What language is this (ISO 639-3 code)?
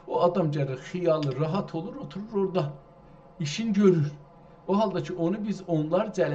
azb